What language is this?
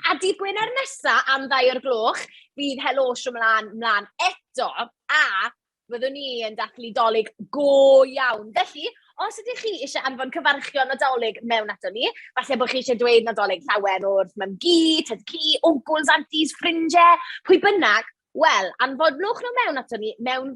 Welsh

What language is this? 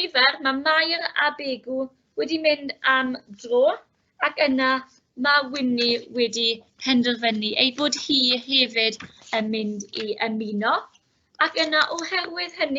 Welsh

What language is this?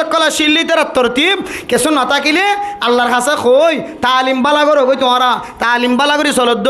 Rohingya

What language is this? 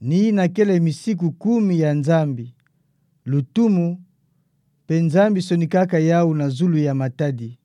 Kituba (Democratic Republic of Congo)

